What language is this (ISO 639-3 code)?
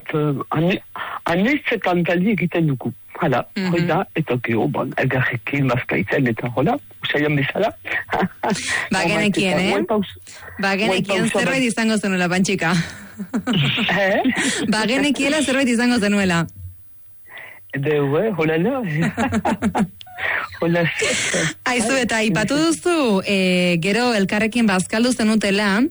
eus